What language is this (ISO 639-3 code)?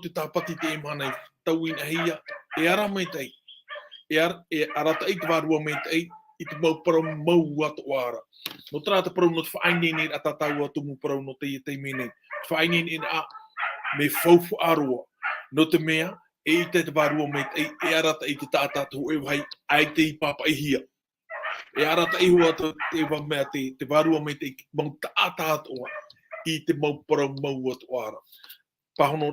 tah